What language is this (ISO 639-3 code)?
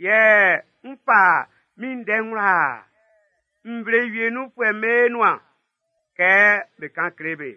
bci